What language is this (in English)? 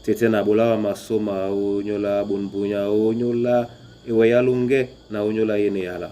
Duala